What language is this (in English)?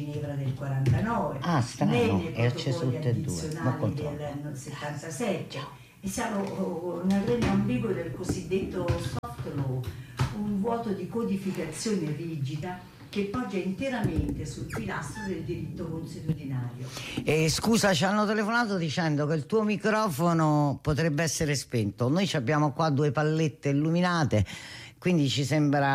Italian